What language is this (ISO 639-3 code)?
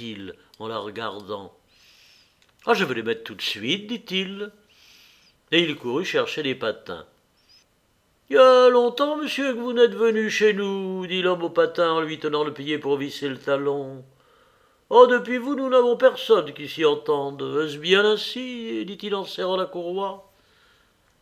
fra